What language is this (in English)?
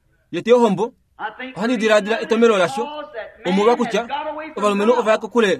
Kuanyama